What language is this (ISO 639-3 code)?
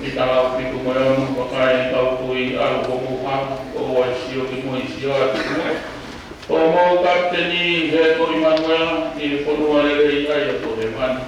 ton